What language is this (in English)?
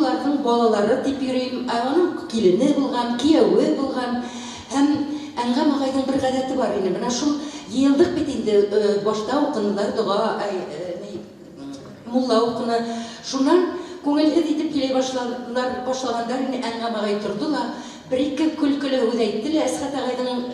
Bashkir